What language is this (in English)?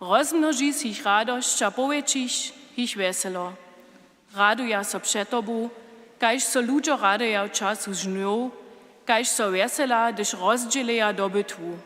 Upper Sorbian